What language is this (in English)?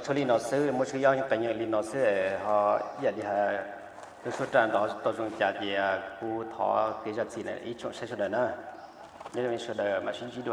Hmong